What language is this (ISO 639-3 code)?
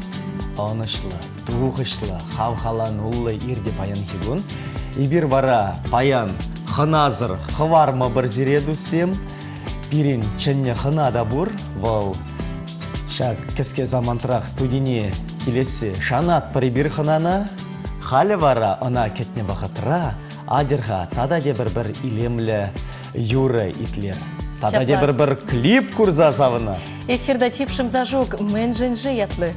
chv